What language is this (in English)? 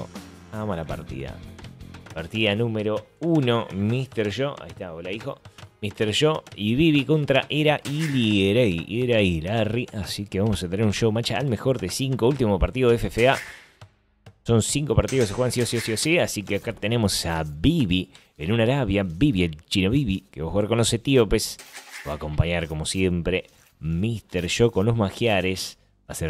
Spanish